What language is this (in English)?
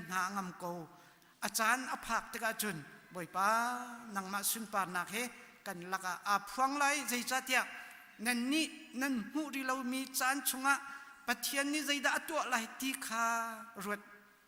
Hakha Chin